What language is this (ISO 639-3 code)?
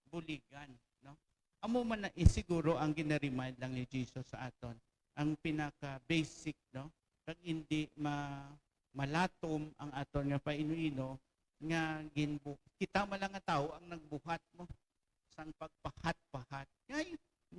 hil